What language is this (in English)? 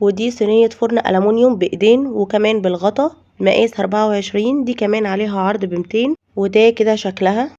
Egyptian Arabic